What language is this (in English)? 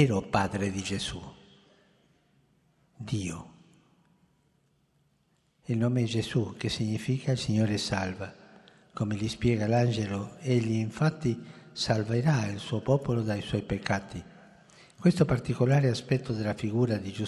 Italian